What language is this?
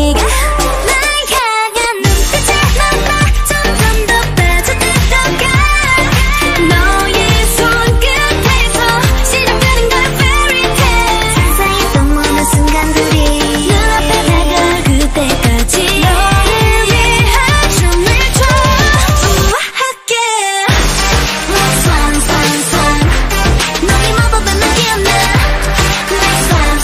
Korean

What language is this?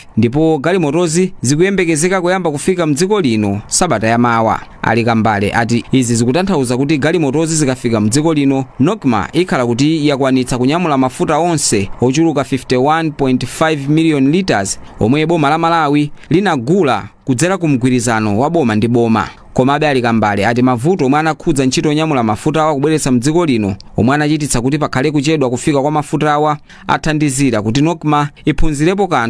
Nyanja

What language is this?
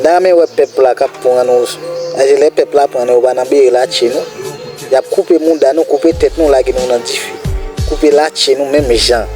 Haitian Creole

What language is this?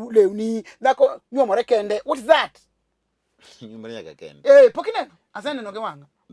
Luo (Kenya and Tanzania)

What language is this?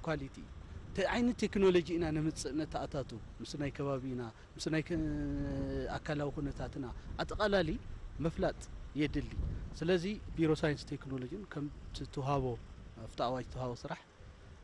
Tigrinya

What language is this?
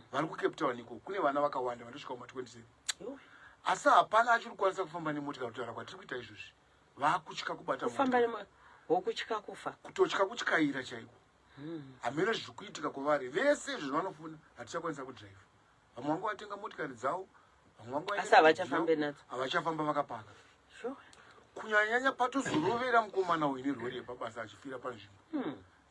Shona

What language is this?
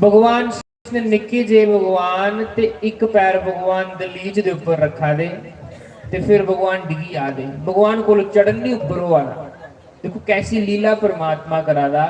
Dogri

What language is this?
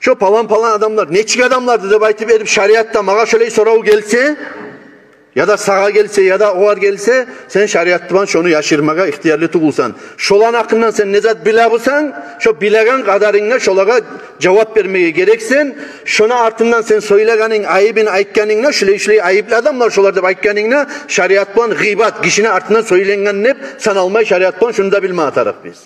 Kumyk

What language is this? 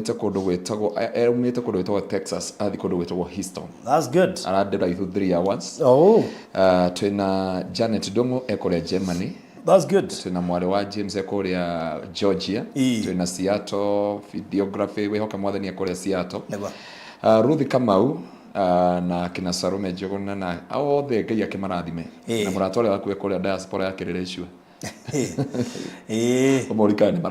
Kikuyu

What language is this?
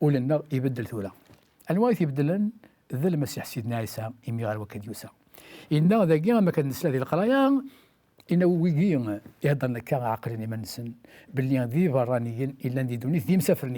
Kabyle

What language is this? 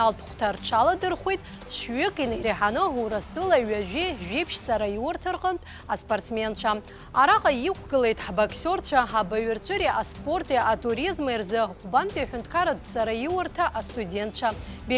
Abkhazian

